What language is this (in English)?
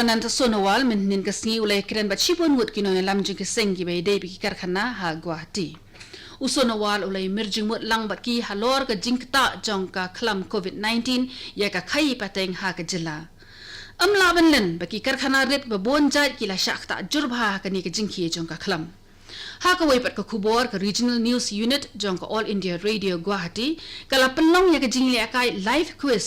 Khasi